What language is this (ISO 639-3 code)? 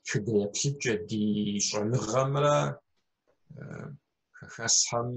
kbd